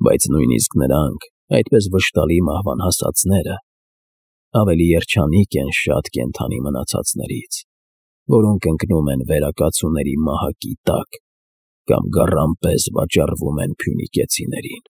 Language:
Armenian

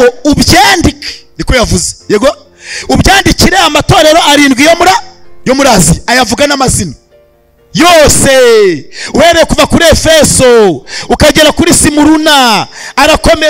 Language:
Kinyarwanda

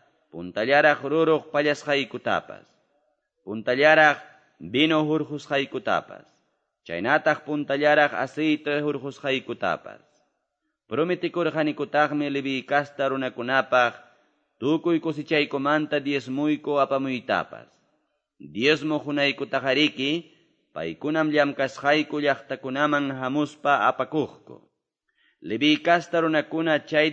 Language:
Quechua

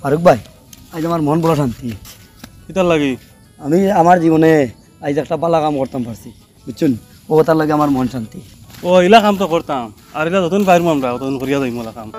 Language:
Sylheti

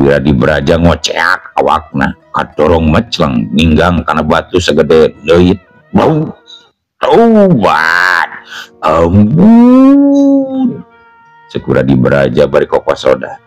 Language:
Sundanese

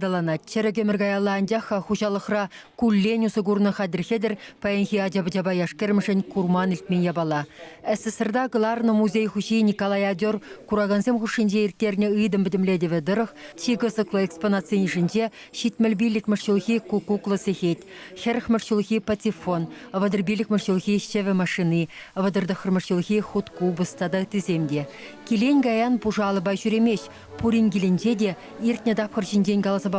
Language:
Chuvash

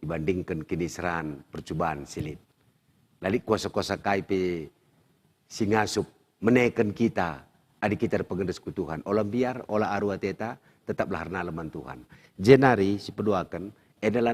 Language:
Batak Karo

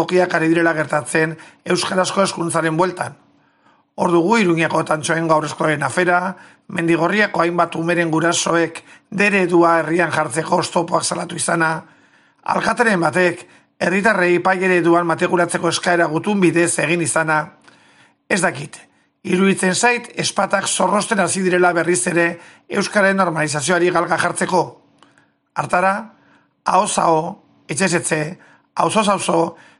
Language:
Basque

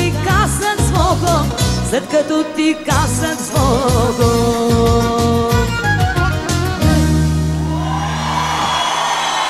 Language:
Bulgarian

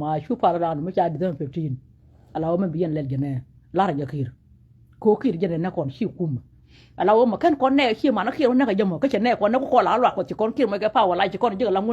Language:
Nuer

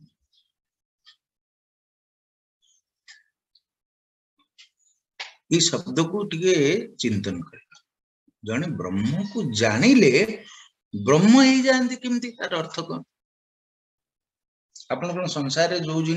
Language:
Odia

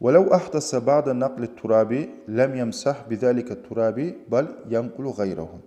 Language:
Kumyk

